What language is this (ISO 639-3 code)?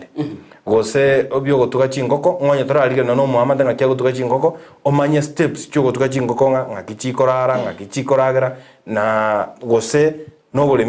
guz